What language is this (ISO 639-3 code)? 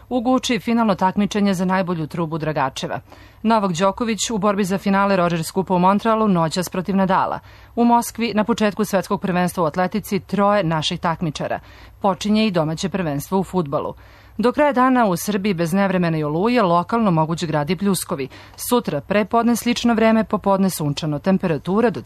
srp